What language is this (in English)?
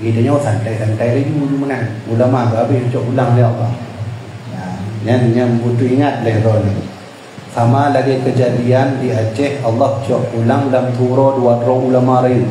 Achinese